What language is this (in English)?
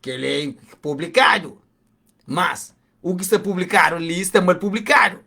Kabuverdianu